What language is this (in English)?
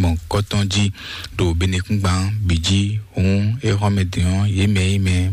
Fon